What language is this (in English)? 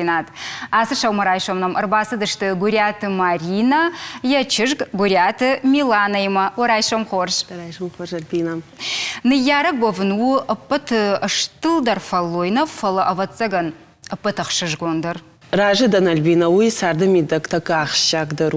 Ossetic